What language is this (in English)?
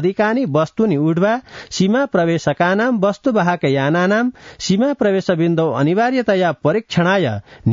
Sanskrit